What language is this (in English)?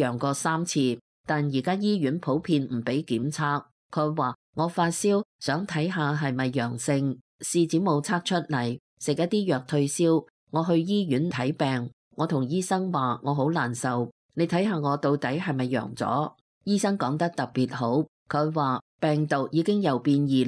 Cantonese